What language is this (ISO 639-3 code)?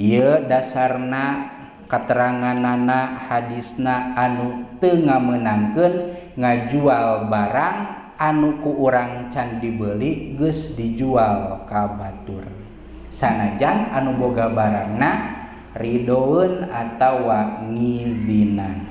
sun